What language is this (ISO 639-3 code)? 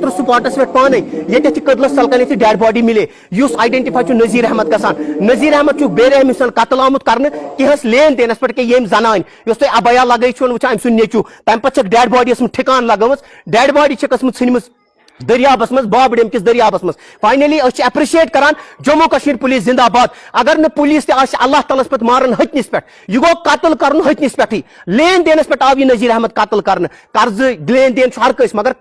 kas